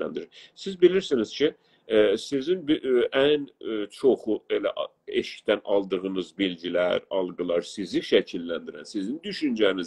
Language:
South Azerbaijani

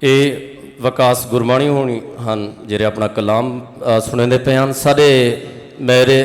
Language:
Saraiki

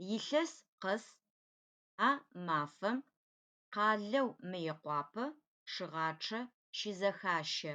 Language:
Adyghe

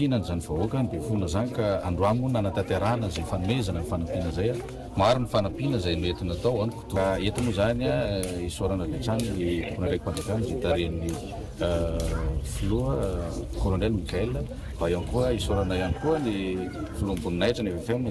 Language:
Malagasy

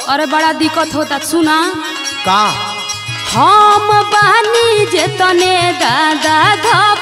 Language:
Bhojpuri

